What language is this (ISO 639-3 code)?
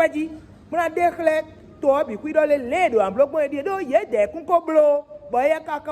fon